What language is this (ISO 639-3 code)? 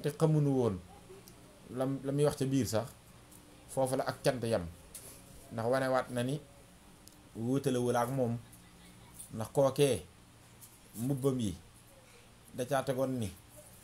wol